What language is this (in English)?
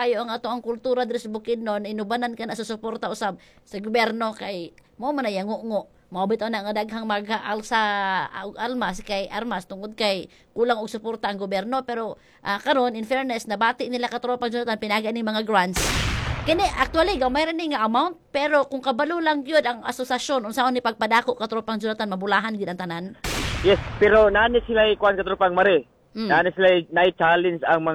Cebuano